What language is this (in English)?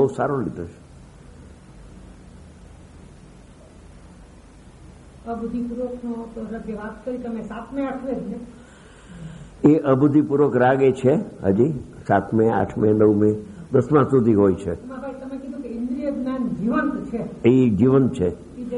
Gujarati